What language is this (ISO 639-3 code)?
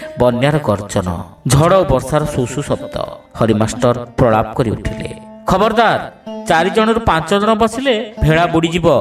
ori